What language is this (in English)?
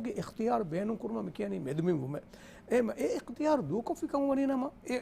Divehi